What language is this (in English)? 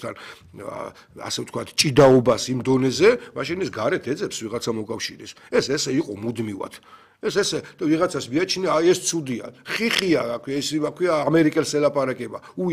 Georgian